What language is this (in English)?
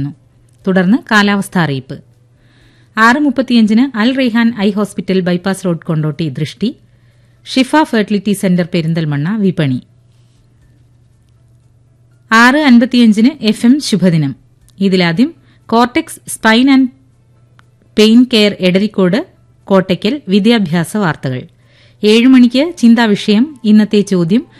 Malayalam